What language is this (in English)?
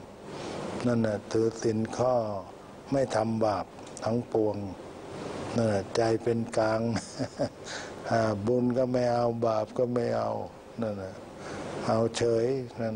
Thai